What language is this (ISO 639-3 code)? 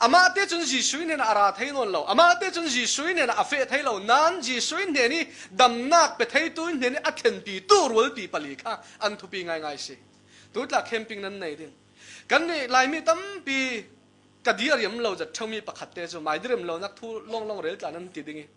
cfm